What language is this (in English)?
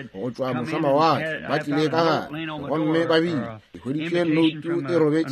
Northern Sotho